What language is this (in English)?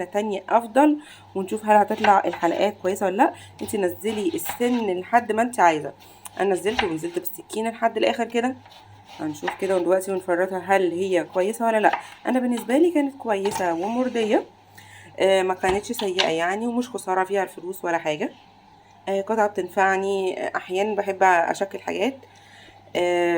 Egyptian Arabic